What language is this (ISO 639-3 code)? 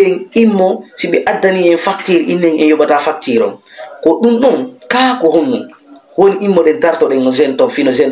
ful